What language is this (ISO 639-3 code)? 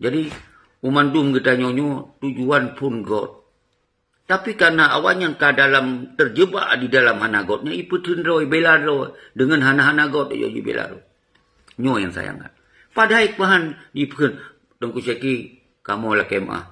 ace